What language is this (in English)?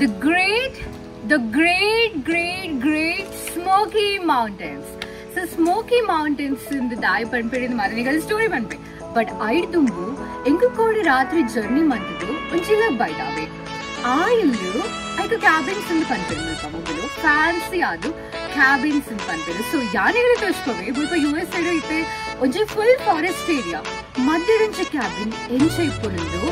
Tulu